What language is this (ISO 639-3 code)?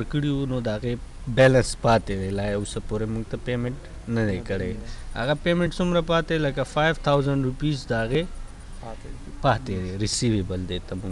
pus